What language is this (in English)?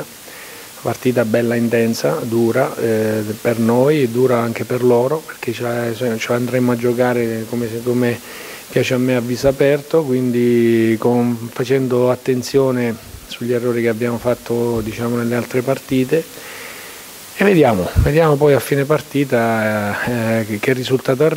Italian